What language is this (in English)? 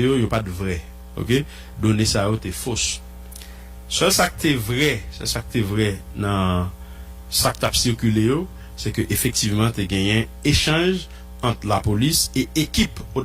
Haitian Creole